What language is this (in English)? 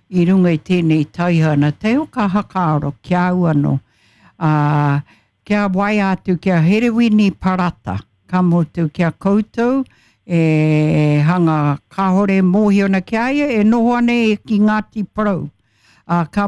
Māori